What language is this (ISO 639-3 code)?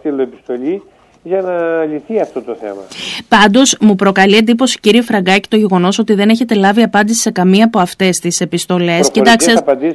ell